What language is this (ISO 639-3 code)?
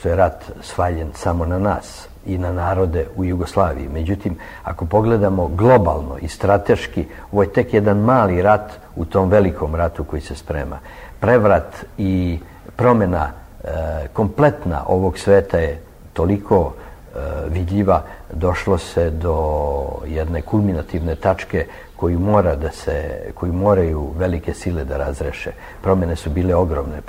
srp